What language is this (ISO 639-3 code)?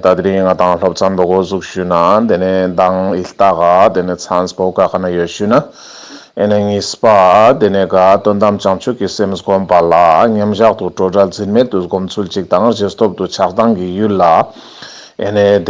lbj